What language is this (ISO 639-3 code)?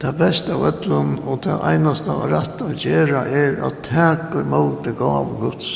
fao